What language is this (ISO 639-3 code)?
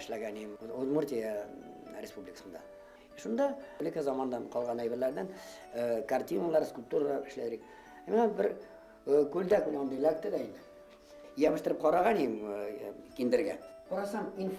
bak